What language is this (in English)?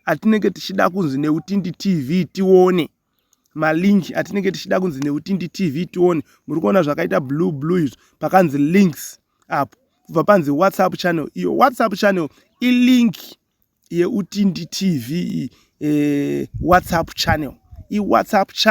Shona